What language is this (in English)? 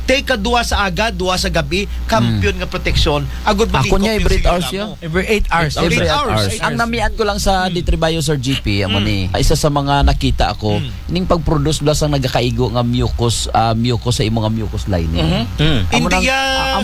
Aklanon